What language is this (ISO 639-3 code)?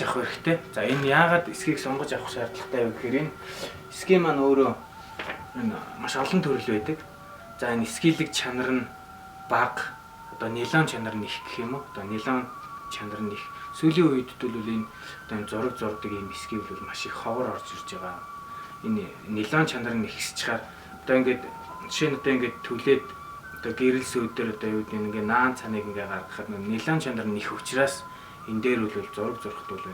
mon